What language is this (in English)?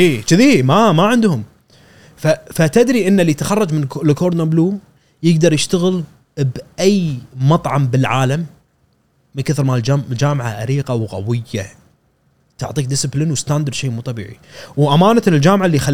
Gulf Arabic